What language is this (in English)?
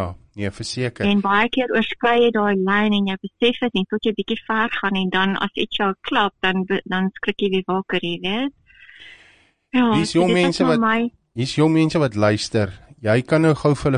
Afrikaans